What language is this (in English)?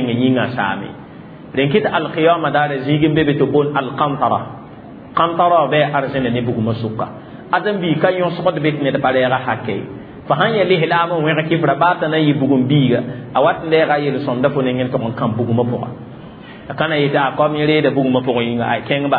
Mossi